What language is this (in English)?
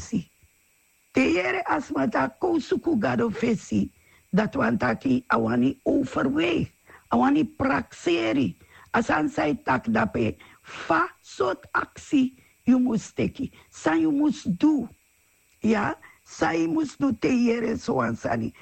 Sranan Tongo